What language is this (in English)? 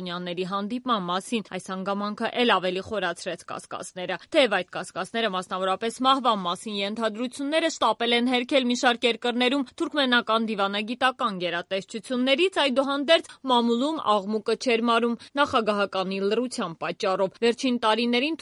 Armenian